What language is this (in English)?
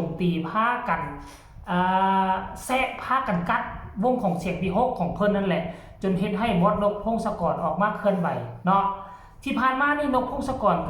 Northeastern Thai